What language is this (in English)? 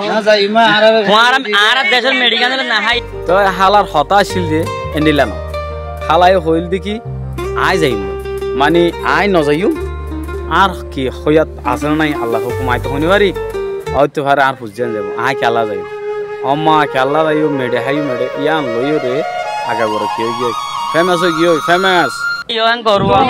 Rohingya